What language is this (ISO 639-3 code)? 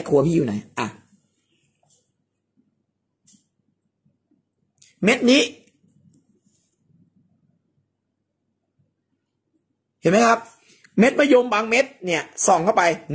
tha